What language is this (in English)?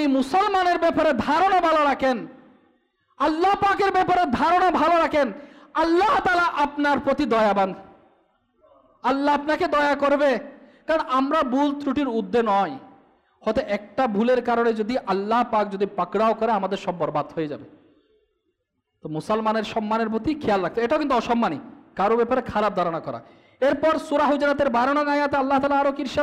Bangla